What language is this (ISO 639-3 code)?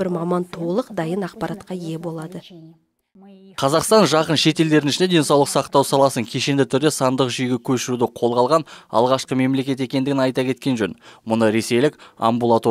kaz